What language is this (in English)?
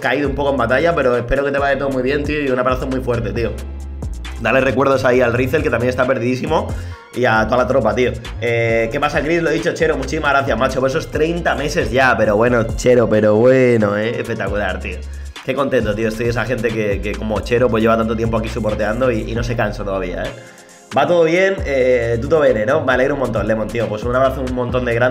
Spanish